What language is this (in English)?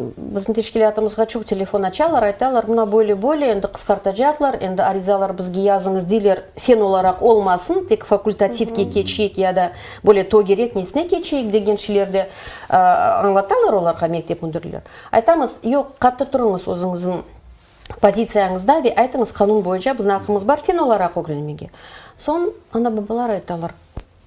Crimean Tatar